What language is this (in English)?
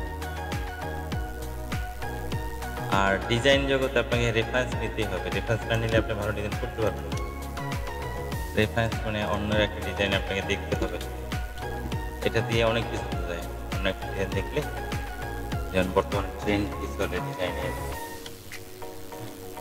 Bangla